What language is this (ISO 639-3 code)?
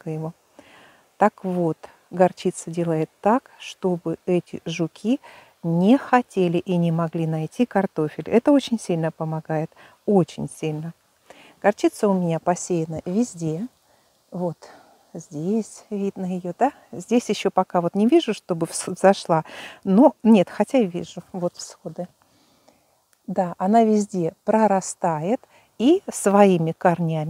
rus